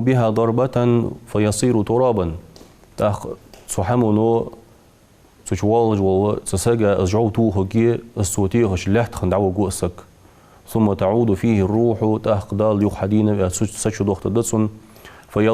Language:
Ingush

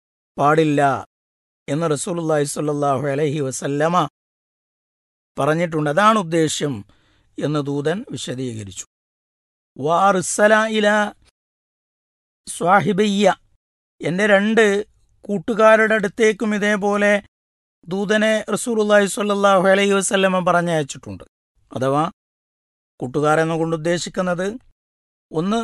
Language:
Malayalam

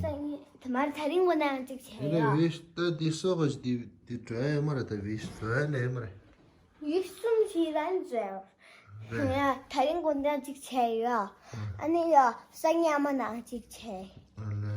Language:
Tibetan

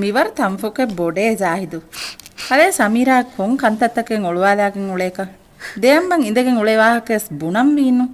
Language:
Divehi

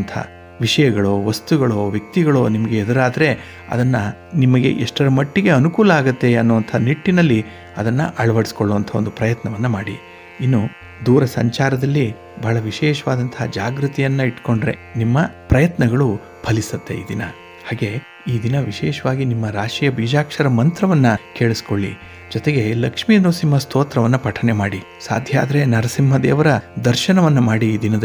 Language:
Kannada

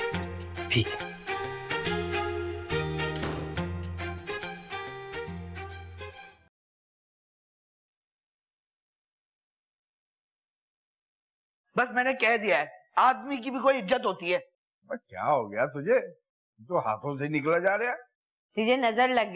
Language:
Hindi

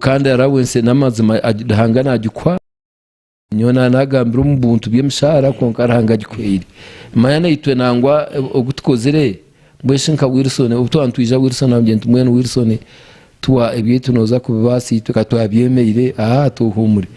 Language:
Nyankole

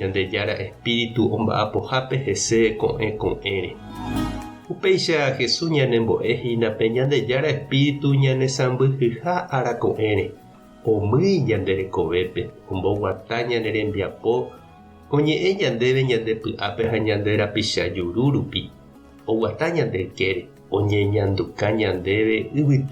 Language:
Guarani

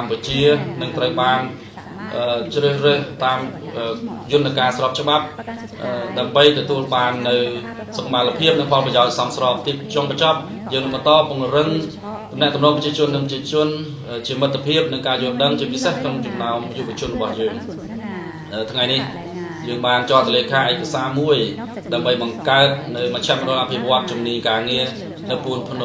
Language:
Khmer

